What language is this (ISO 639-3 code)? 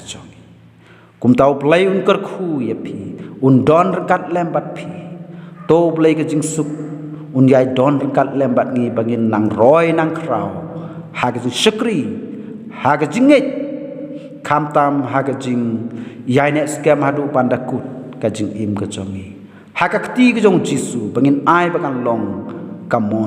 kha